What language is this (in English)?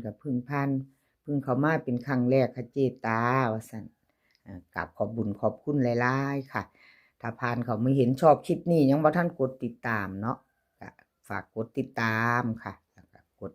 Northeastern Thai